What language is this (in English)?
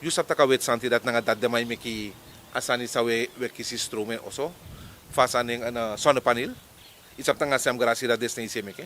Sranan Tongo